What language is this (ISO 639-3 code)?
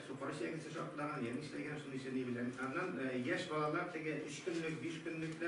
tat